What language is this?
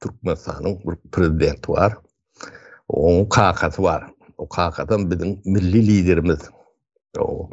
Turkmen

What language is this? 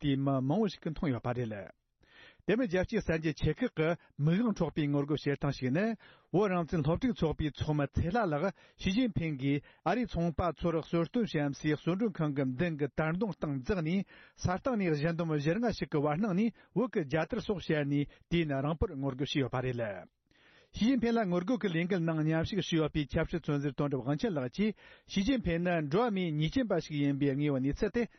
Tibetan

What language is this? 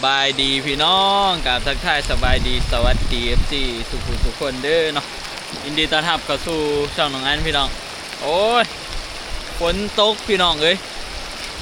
Northeastern Thai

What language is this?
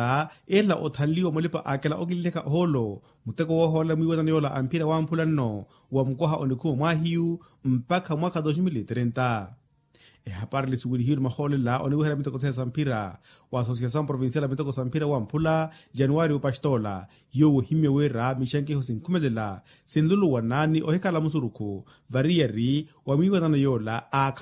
Makhuwa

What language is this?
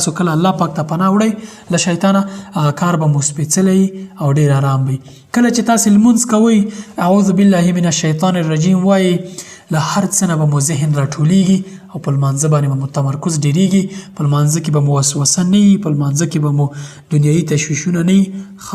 Pashto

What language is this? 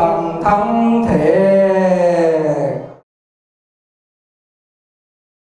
Vietnamese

